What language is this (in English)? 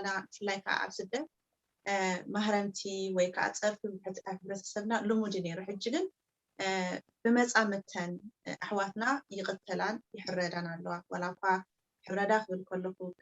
Tigrinya